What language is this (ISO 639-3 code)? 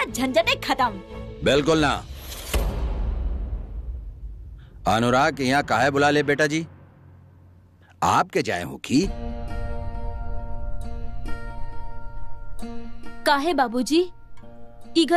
bho